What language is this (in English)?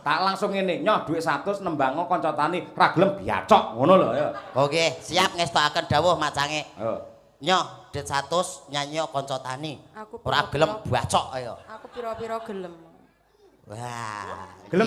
Javanese